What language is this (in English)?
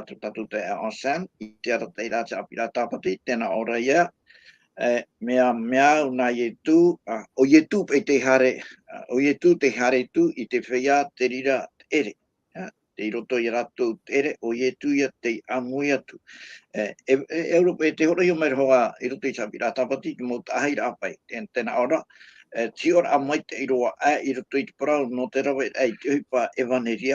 Tahitian